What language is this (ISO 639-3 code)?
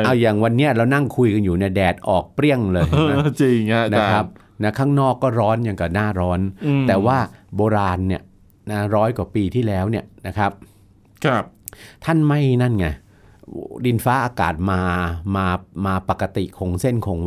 tha